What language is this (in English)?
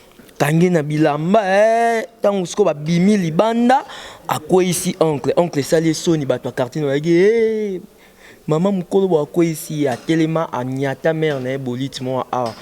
Lingala